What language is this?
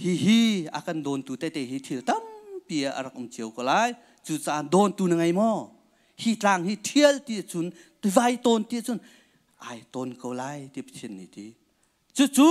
Hakha Chin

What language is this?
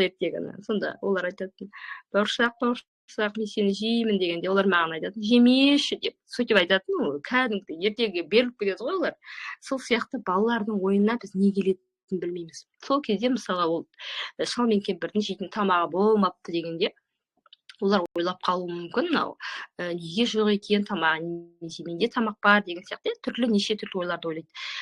Kazakh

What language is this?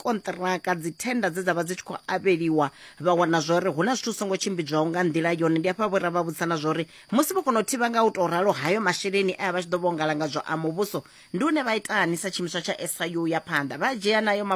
Venda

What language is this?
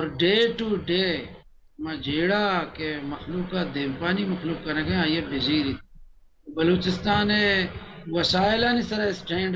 Baluchi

